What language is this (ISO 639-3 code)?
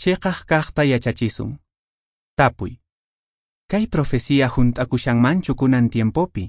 que